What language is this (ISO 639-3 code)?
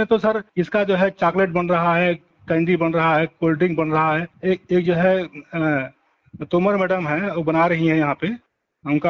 hin